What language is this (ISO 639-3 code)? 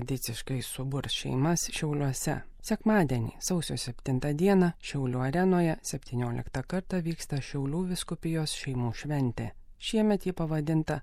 lit